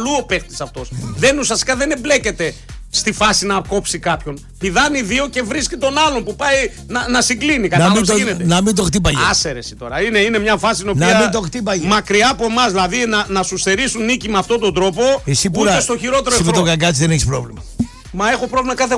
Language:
Greek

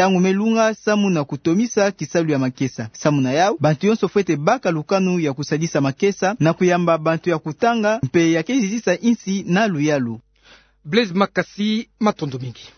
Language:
Kituba (Democratic Republic of Congo)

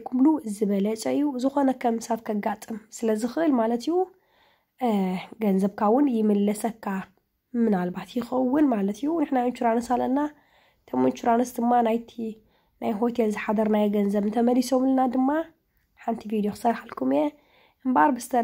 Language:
Tigrinya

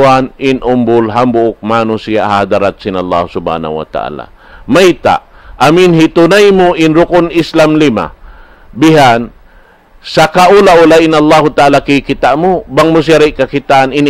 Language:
Tausug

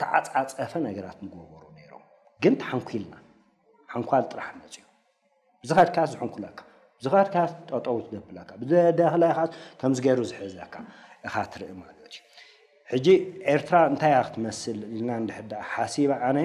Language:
Tigrinya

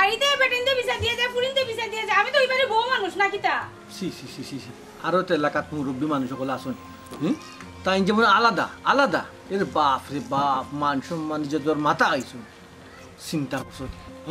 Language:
Sylheti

